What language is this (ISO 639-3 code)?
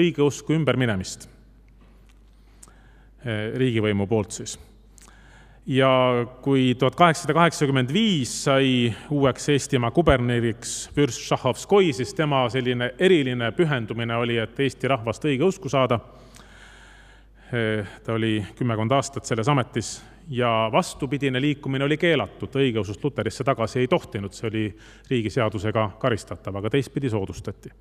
est